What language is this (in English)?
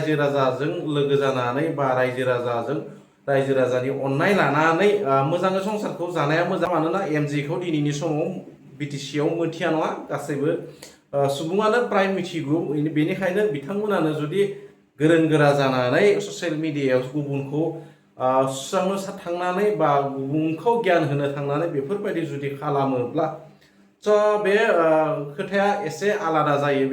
Bodo